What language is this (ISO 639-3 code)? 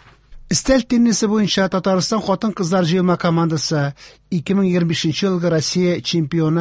tat